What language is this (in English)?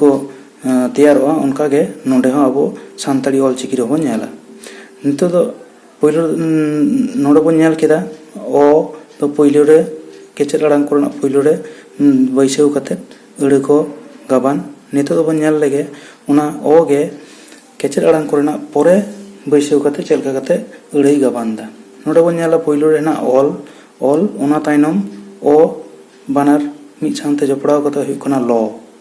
Santali